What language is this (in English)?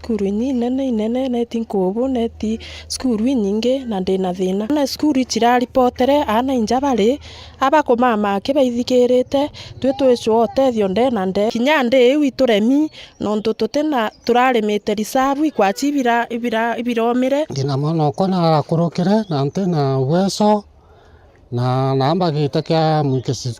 Meru